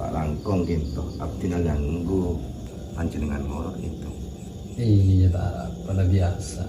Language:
Madurese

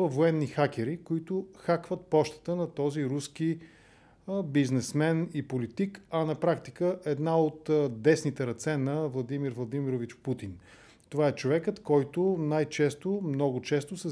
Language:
Bulgarian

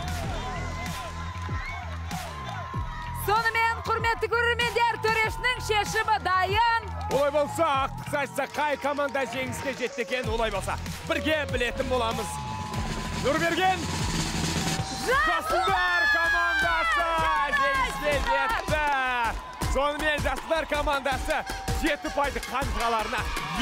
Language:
Kazakh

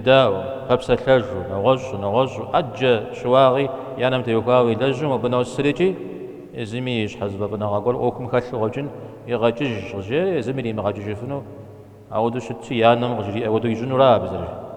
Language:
Kabardian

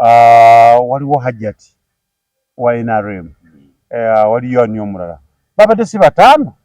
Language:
Ganda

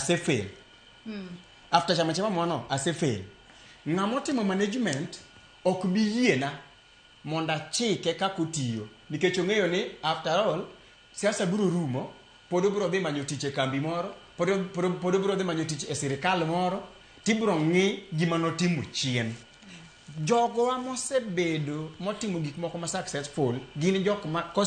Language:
Luo (Kenya and Tanzania)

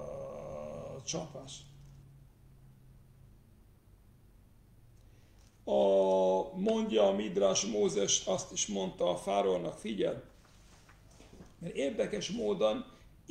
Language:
Hungarian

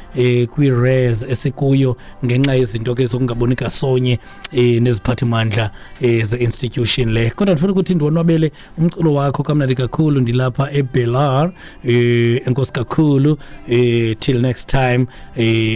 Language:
Xhosa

